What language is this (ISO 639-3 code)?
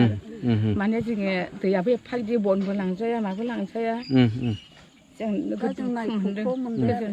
brx